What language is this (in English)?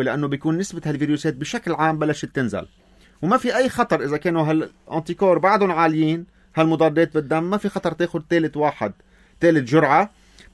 North Levantine Arabic